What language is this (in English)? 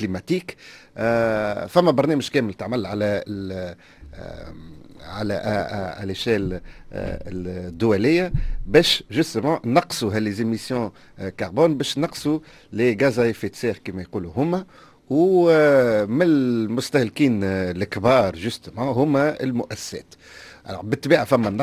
Tunisian Arabic